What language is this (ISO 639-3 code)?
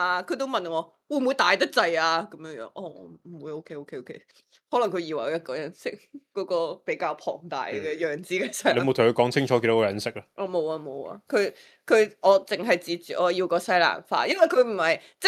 yue